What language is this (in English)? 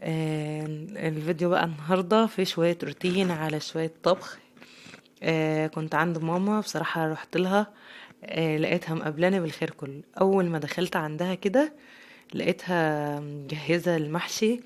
Egyptian Arabic